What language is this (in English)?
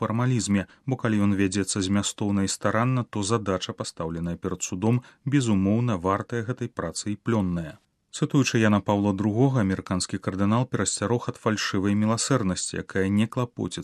Belarusian